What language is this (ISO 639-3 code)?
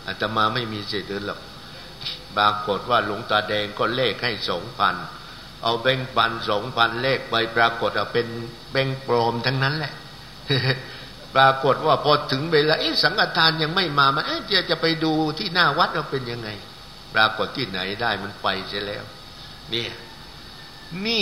tha